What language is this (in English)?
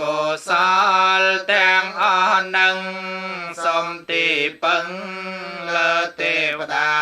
Khmer